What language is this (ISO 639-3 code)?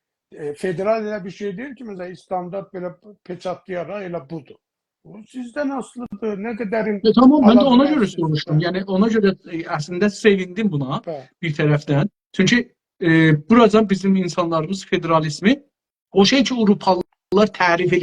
azb